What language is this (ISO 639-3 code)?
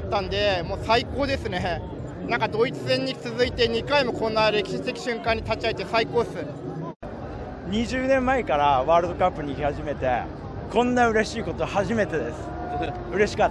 jpn